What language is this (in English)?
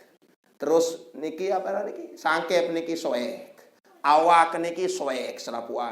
Sasak